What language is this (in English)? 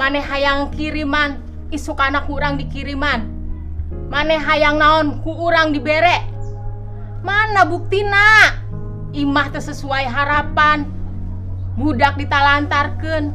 Sundanese